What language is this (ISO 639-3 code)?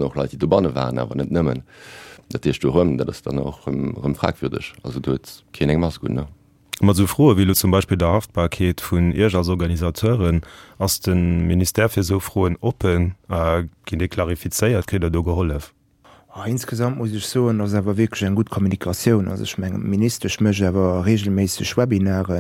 ltz